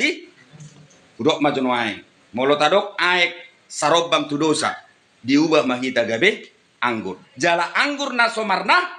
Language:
Batak Toba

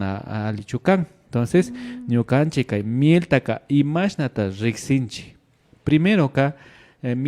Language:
Imbabura Highland Quichua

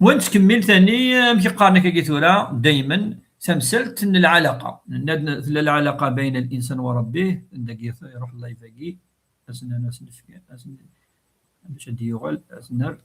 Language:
Kabyle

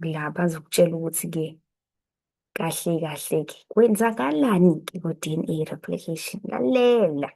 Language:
Zulu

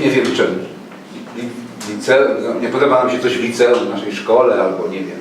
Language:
Silesian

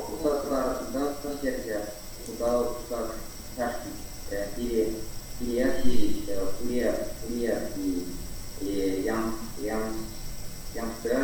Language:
Erzya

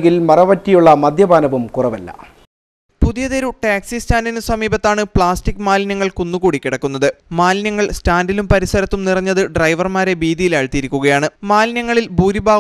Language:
Malayalam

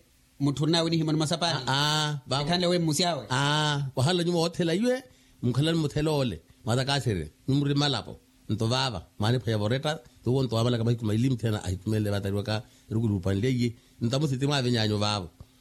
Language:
Makhuwa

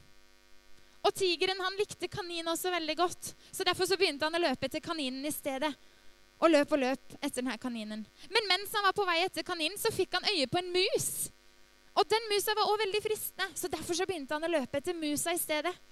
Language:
Norwegian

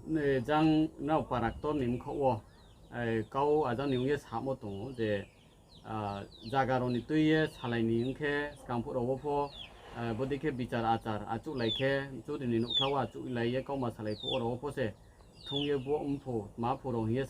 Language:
Riang (India)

